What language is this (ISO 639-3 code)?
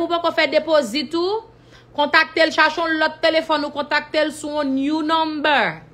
hat